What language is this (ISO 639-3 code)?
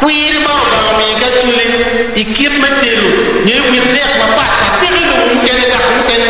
ach